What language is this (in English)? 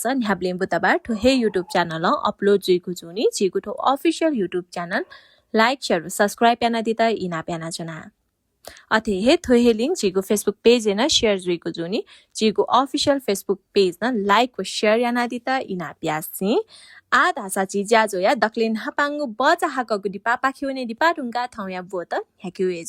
Newari